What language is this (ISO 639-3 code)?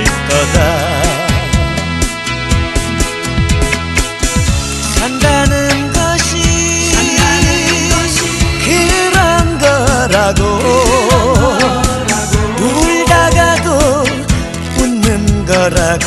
kor